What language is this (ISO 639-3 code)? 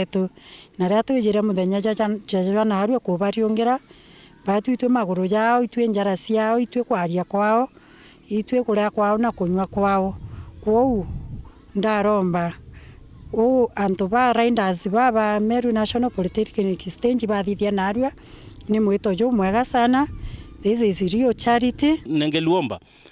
mer